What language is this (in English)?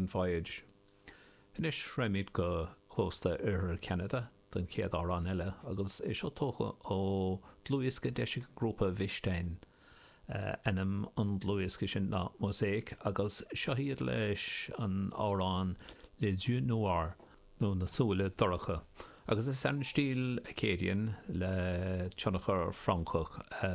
Irish